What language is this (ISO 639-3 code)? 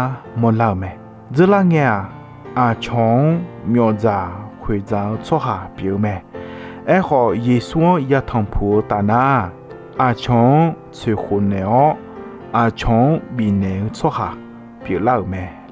ahk